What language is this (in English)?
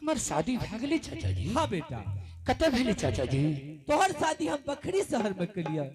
Angika